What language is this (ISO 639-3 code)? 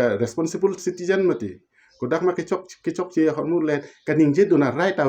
mjw